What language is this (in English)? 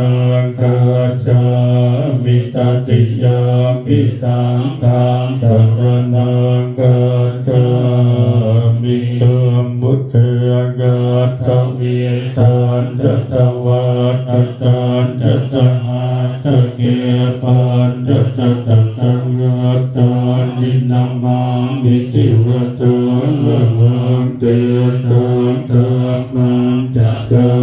Pali